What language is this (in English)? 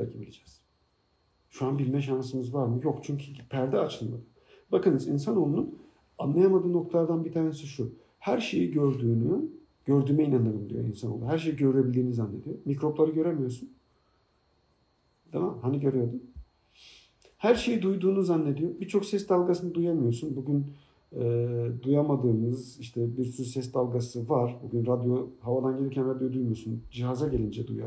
Turkish